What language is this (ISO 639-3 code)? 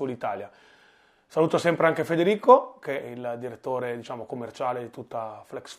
ita